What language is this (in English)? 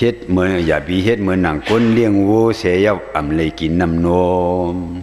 Shan